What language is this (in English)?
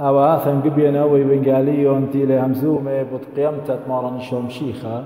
Assyrian Neo-Aramaic